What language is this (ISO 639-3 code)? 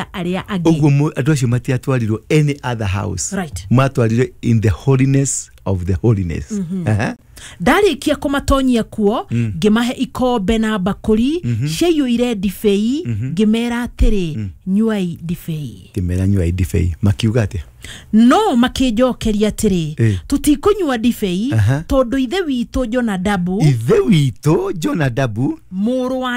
kik